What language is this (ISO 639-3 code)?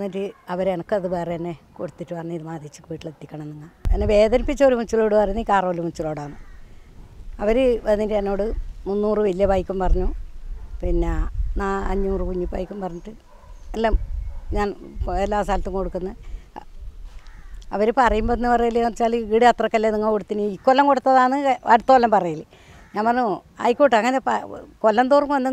mal